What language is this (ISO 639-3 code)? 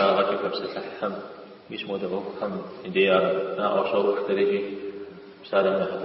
kbd